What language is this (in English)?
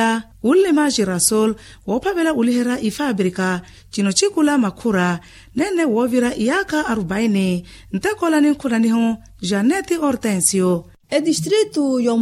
Makhuwa